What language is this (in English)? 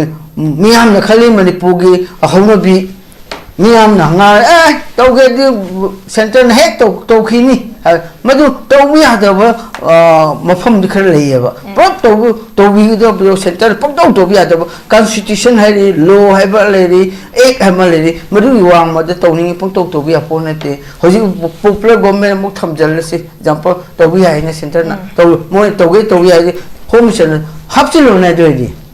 Manipuri